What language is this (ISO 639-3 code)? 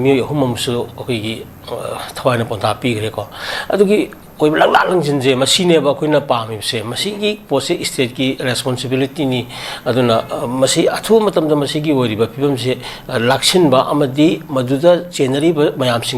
mni